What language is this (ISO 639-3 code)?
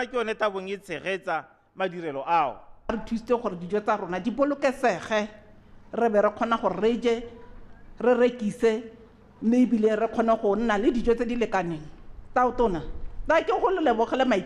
tsn